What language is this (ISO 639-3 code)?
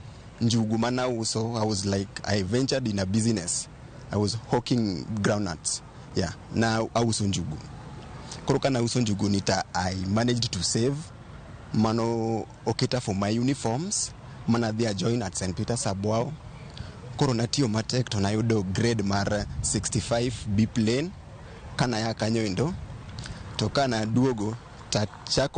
luo